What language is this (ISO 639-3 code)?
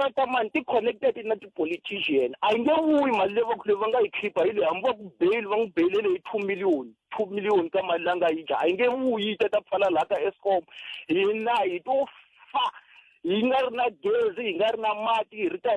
tso